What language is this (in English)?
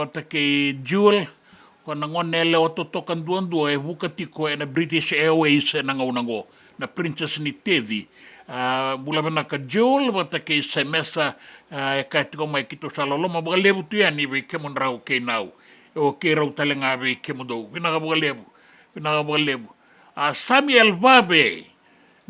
Fijian